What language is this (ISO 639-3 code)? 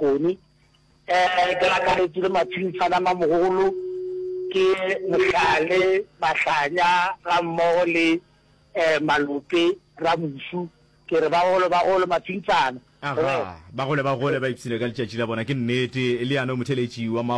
nso